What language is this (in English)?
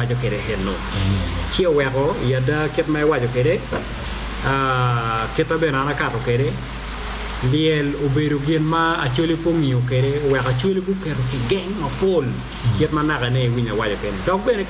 Acoli